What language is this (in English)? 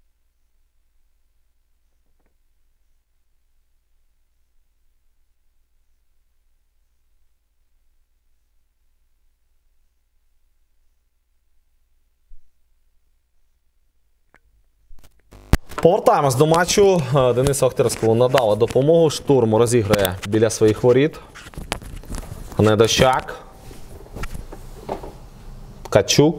Ukrainian